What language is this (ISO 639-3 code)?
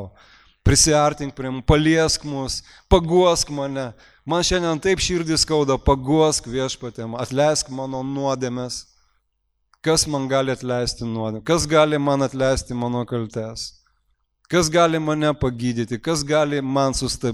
lit